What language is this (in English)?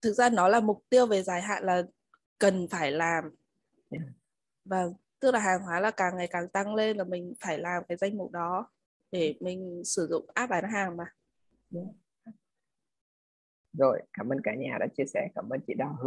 Vietnamese